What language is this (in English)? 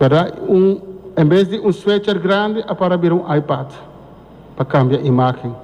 Papiamento